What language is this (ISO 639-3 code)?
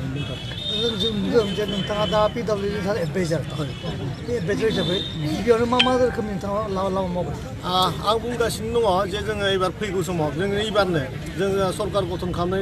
brx